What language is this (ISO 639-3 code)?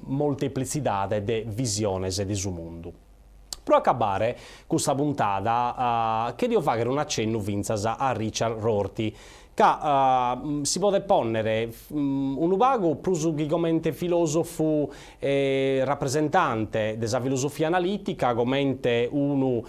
srd